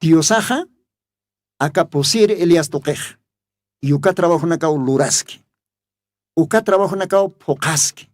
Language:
Aymara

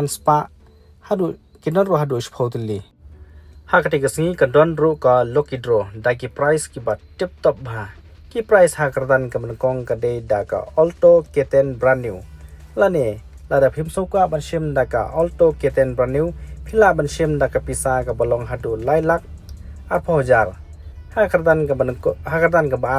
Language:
Khasi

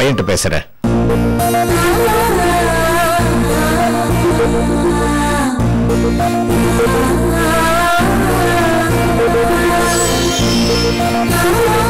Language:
Tamil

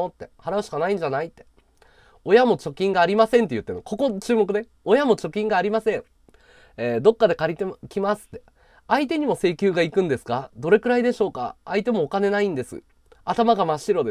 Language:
Japanese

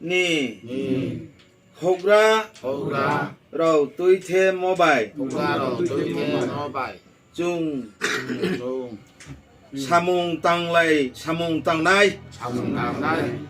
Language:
Riang (India)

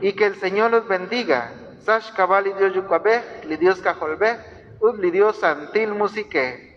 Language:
Kekchí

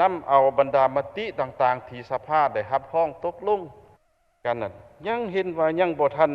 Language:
Lao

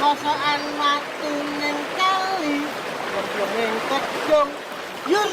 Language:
Javanese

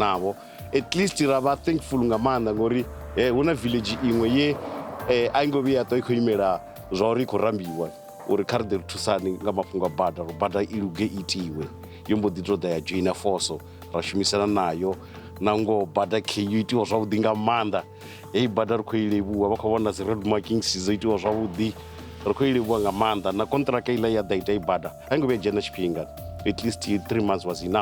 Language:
Venda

